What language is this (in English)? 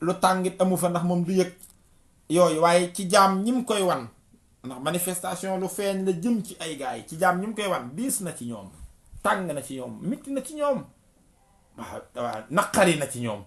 Wolof